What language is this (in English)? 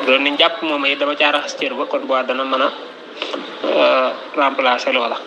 Wolof